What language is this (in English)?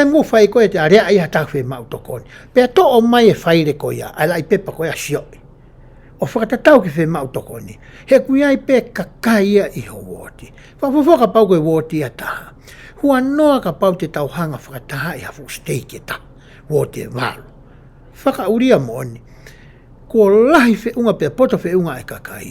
Tongan